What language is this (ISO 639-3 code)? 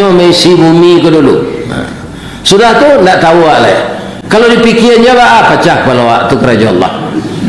min